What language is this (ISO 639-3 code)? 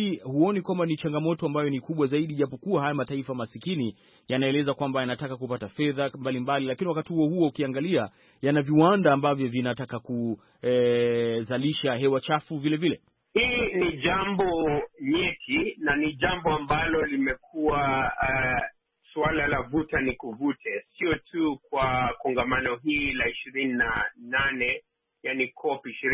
swa